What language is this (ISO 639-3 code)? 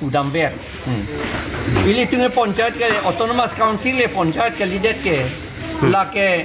mjw